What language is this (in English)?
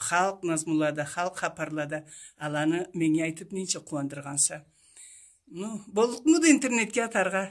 Karachay-Balkar